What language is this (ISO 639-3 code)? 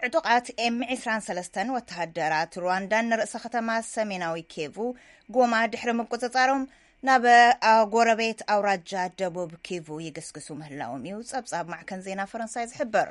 tir